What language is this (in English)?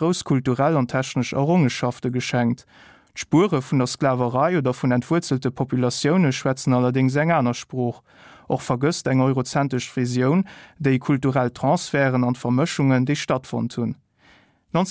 Luxembourgish